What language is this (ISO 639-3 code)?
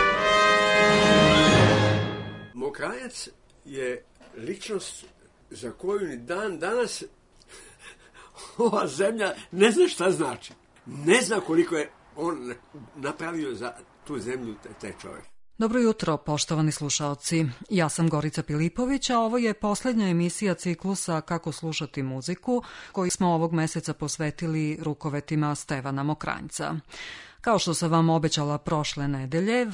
srp